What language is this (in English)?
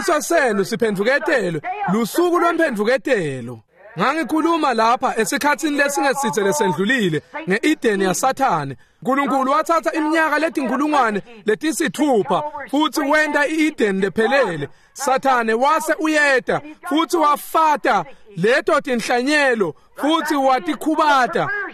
Swati